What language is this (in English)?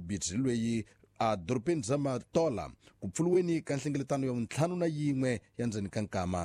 Tsonga